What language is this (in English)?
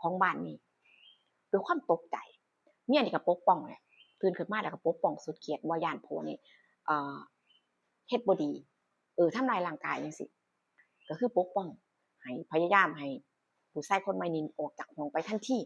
Northeastern Thai